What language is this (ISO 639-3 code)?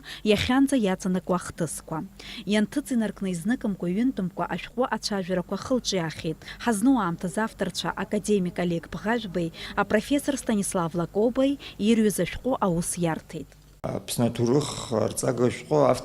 abk